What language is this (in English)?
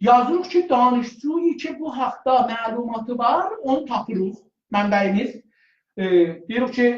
South Azerbaijani